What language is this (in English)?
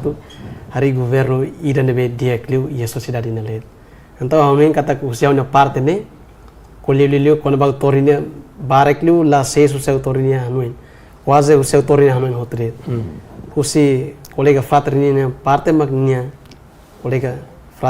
Tetum